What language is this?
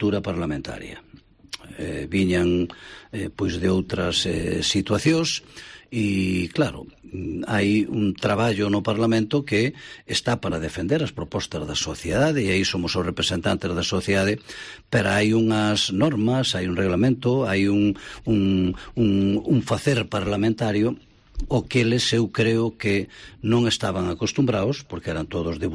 Galician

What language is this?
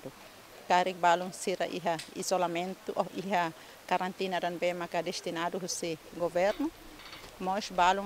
Tetum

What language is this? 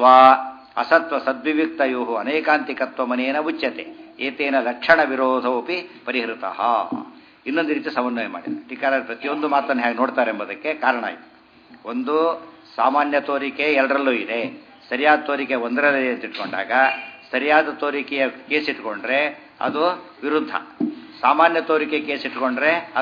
Kannada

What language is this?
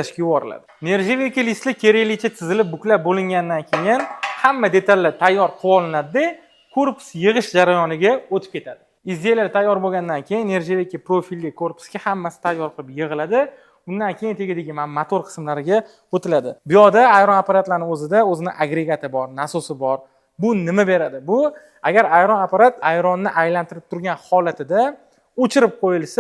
Uzbek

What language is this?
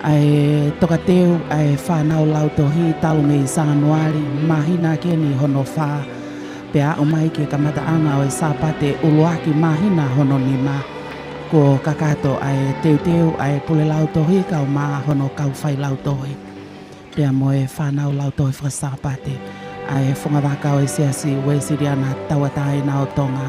Tongan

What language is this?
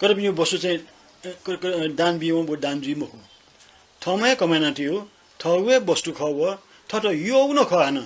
Newari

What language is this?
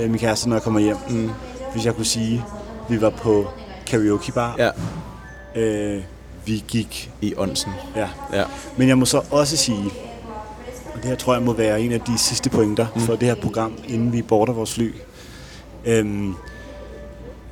Danish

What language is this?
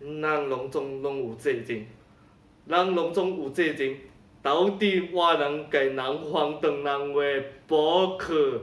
Min Nan Chinese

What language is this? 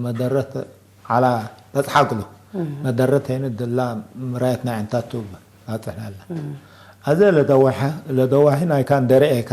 Tigre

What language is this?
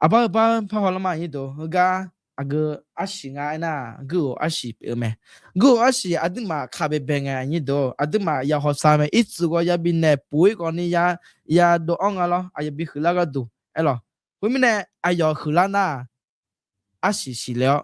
Akha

